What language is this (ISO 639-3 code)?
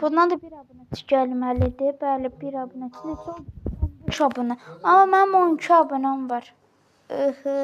aze